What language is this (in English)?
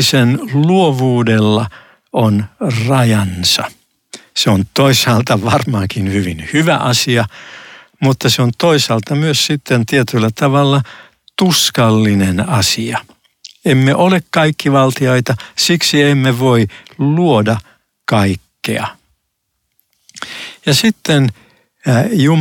Finnish